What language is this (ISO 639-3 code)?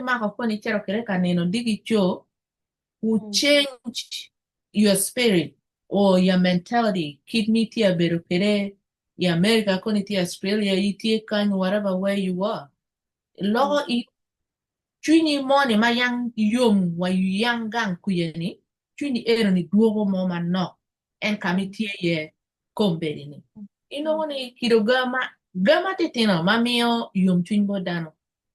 ach